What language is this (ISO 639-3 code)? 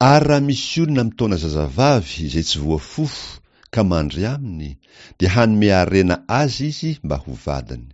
mlg